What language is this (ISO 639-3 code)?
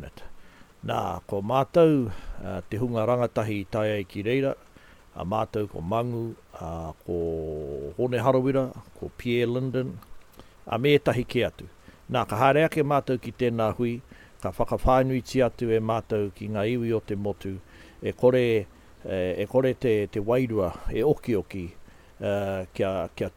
mri